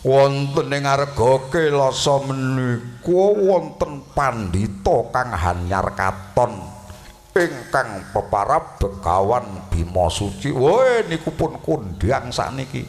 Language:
Javanese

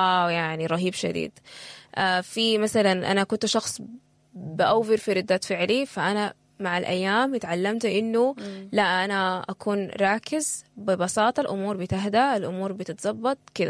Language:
Sudanese Arabic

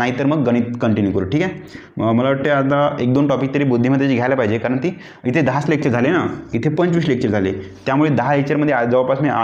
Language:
Marathi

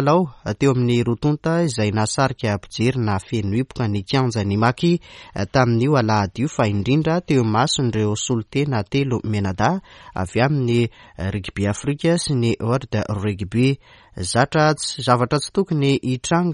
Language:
Malagasy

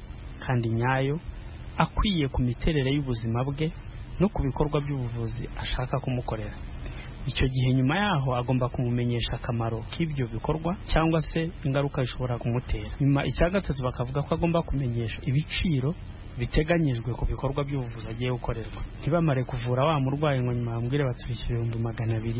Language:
Kinyarwanda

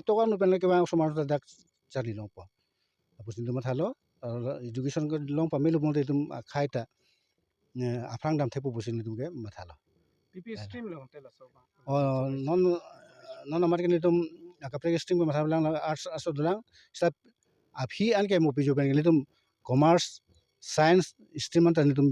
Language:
Karbi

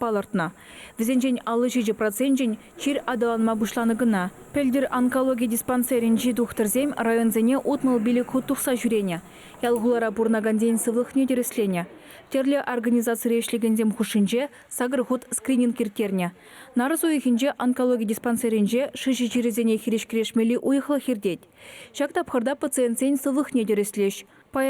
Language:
Chuvash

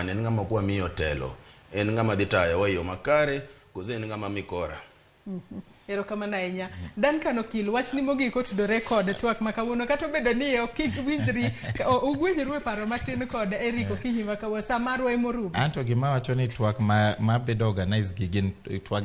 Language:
Luo (Kenya and Tanzania)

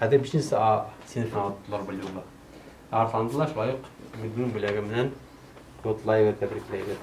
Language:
Bashkir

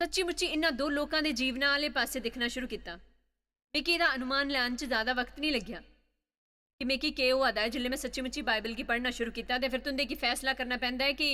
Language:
Dogri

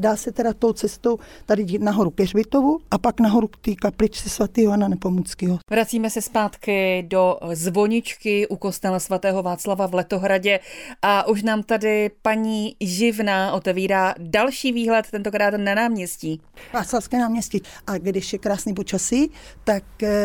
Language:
Czech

